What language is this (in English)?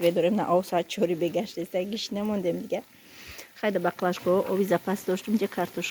Tajik